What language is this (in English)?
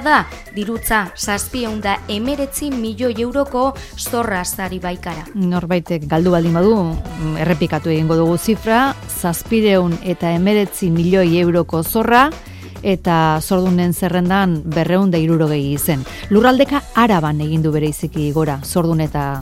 Basque